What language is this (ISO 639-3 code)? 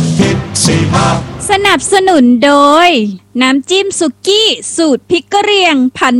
tha